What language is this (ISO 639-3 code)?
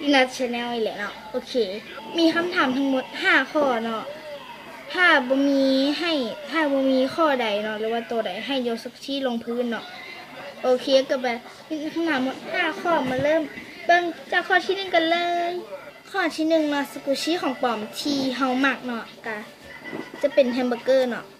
lao